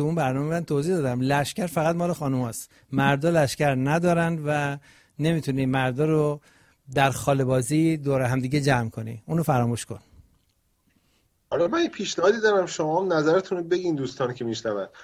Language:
Persian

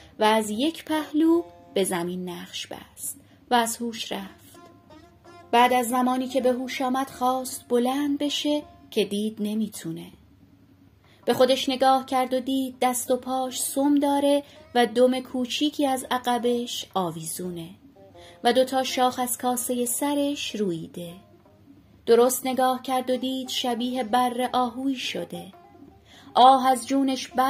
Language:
Persian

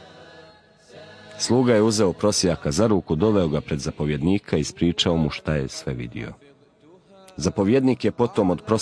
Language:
Bosnian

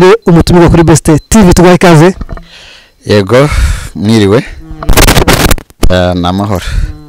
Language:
Kinyarwanda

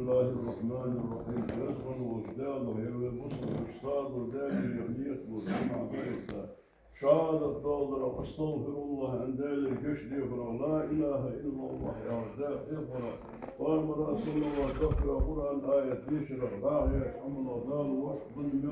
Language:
Ingush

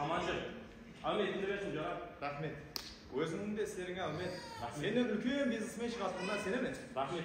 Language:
Kara-Kalpak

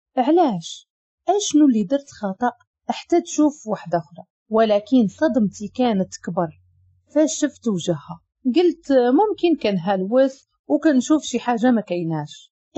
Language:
Moroccan Arabic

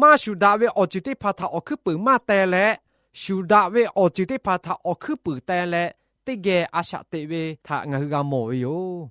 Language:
Lahu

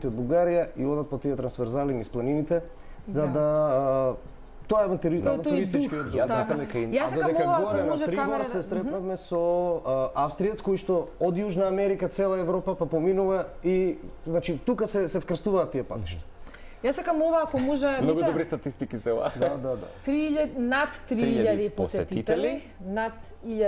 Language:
Macedonian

